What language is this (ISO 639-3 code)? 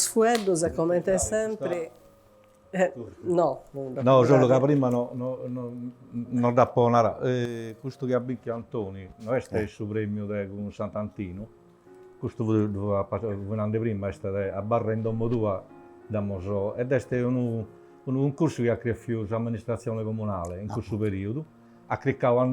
srd